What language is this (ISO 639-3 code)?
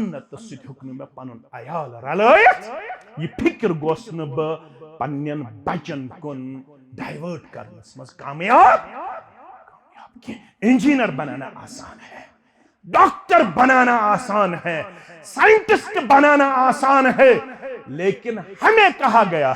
kas